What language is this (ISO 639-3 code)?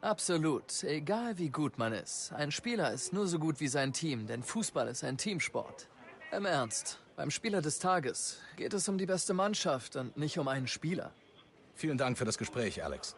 gsw